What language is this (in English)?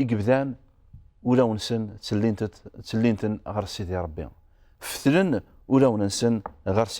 Kabyle